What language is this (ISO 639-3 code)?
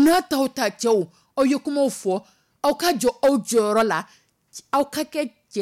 dyu